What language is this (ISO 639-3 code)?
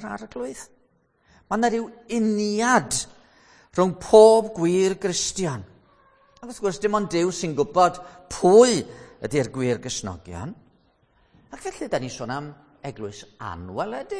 cym